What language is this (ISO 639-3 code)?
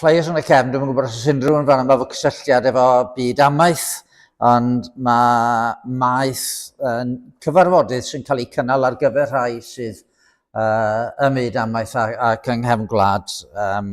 cym